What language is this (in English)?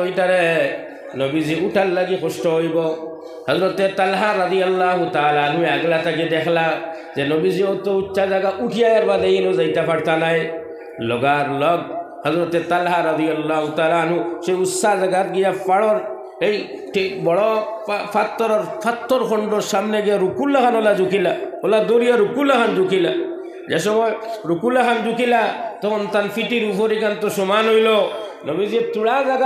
Sylheti